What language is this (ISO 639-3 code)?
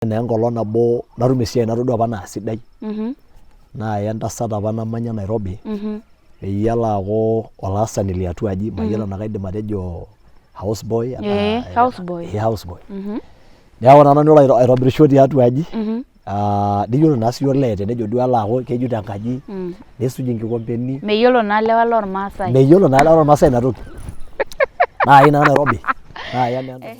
mas